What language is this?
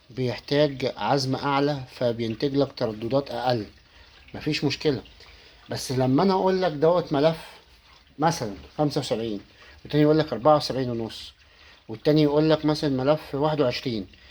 Egyptian Arabic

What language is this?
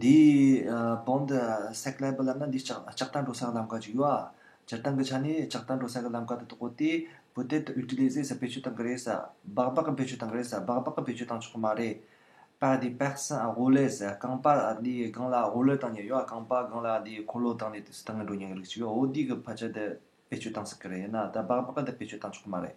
Tibetan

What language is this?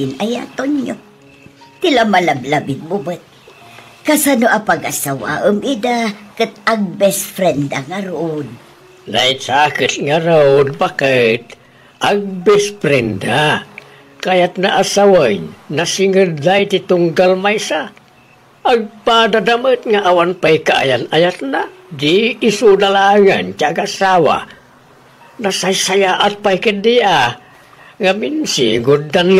Iloko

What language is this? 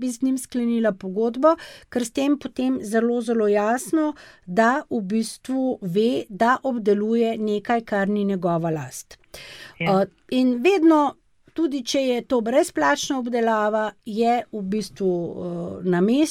Slovenian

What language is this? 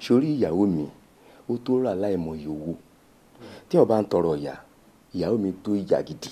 Yoruba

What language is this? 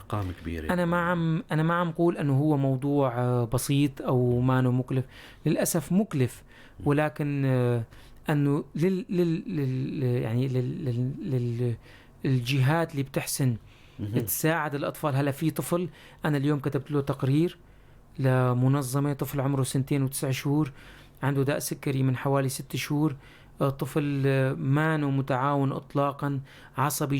North Levantine Arabic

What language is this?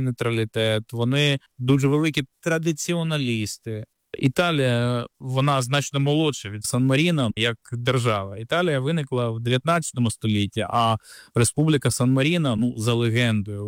Ukrainian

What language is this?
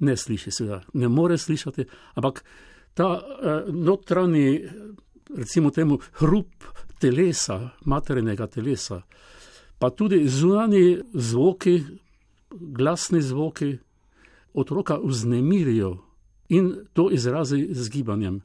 Slovenian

